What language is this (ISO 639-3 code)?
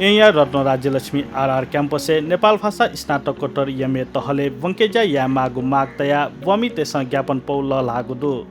new